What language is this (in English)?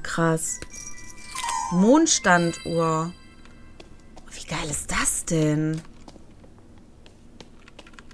German